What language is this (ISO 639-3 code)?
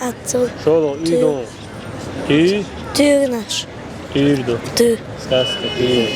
che